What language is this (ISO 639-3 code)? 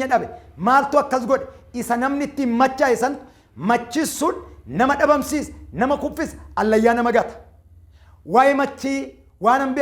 orm